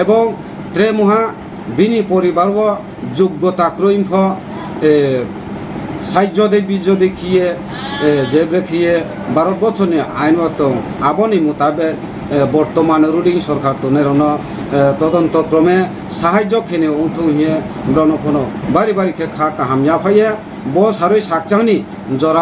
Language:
Riang (India)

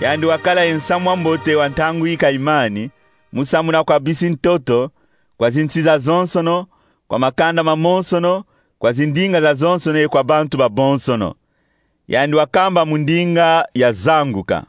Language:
Kongo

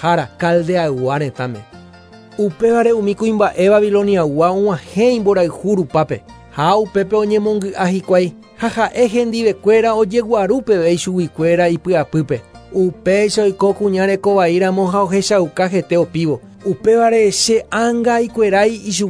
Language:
Guarani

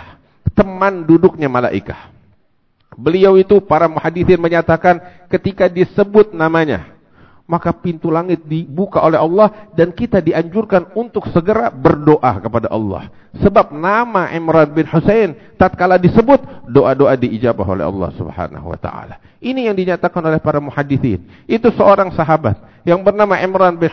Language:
Indonesian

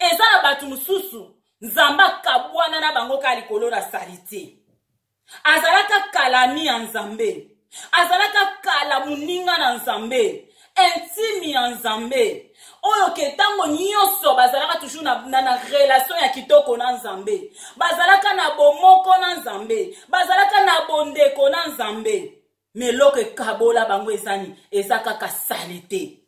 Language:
Lingala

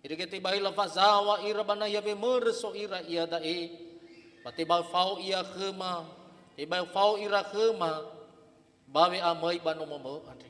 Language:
Nias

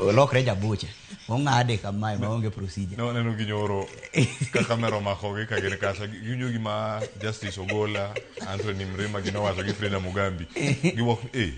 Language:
Luo (Kenya and Tanzania)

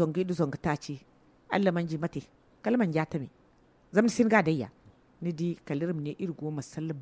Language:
Zarma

